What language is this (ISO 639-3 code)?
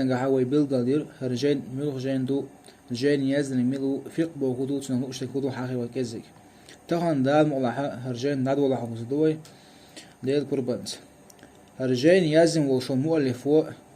che